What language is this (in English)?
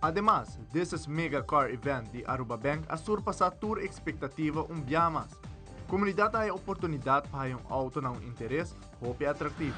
Papiamento